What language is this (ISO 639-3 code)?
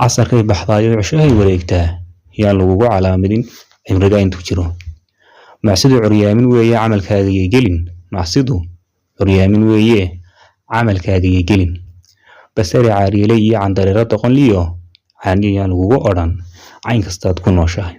som